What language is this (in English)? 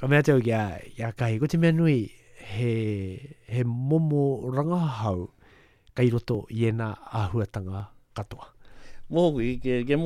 Māori